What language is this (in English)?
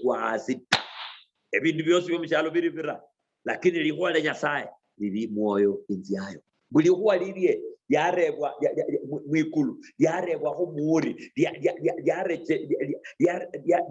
Luyia